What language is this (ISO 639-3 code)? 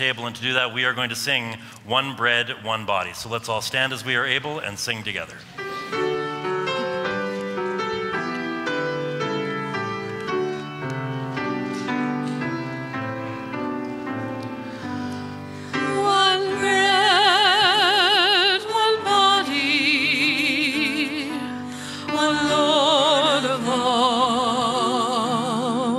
eng